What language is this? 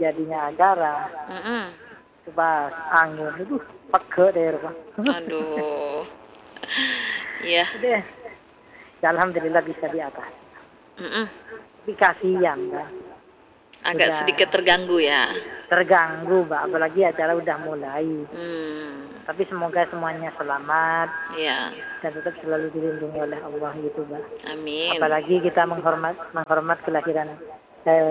Indonesian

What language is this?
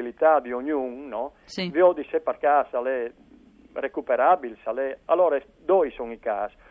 Friulian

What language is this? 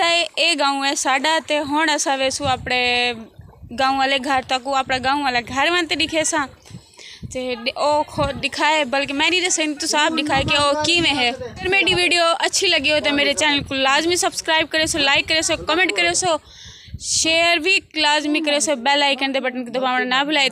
Saraiki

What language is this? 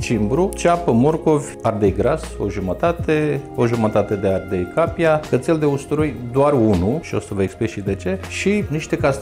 Romanian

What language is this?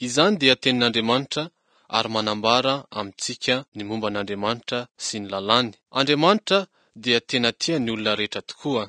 Malagasy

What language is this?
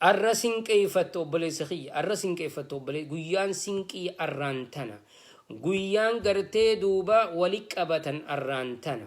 Oromo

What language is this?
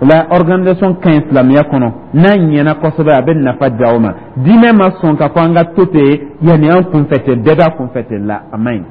Dyula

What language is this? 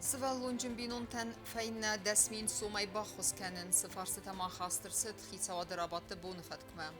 Ossetic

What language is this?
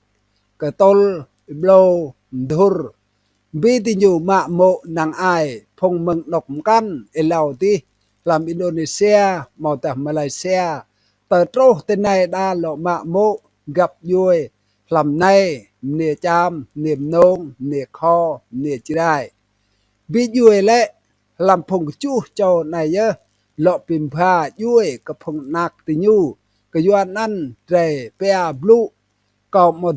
Rade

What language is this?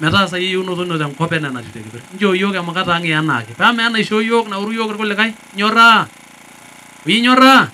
Masai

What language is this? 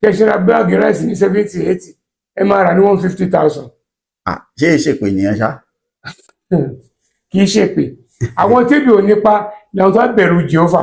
Yoruba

